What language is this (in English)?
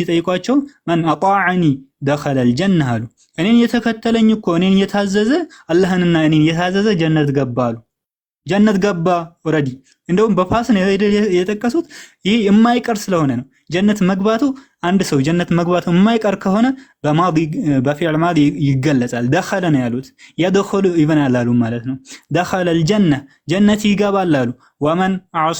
Amharic